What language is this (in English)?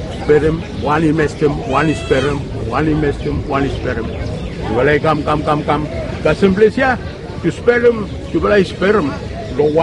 Bislama